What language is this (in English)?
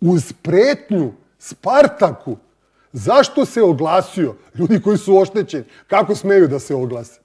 Serbian